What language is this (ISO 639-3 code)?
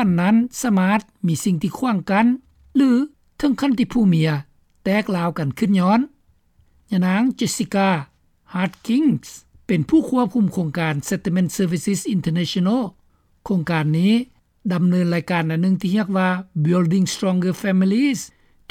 lao